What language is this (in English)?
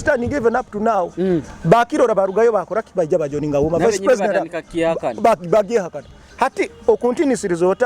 Nyoro